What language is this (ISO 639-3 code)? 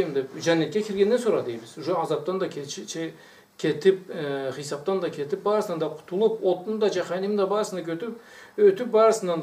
krc